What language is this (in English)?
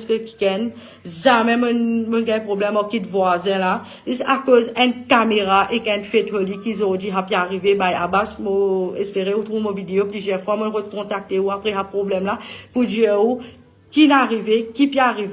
Morisyen